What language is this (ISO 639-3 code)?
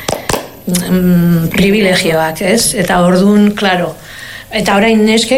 eus